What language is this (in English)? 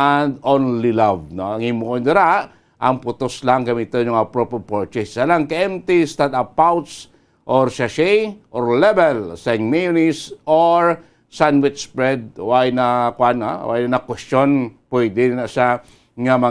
Hiligaynon